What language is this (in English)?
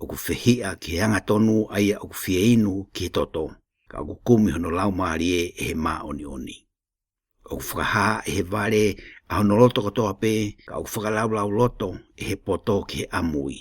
Tongan